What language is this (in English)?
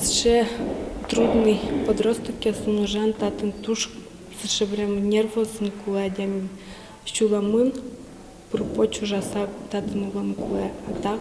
Udmurt